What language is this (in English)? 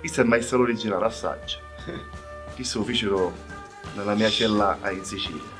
Sicilian